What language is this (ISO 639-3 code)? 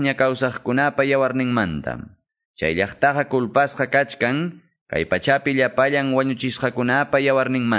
que